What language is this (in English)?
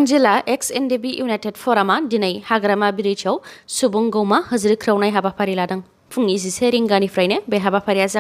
Bodo